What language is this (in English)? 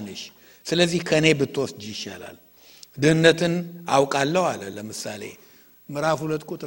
Amharic